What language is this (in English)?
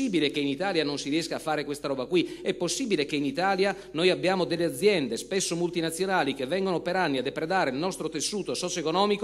Italian